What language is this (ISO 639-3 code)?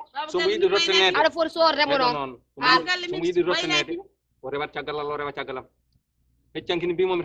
ful